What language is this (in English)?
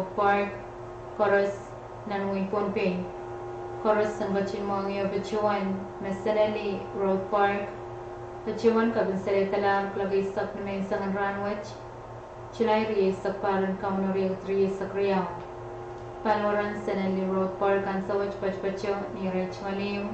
Pohnpeian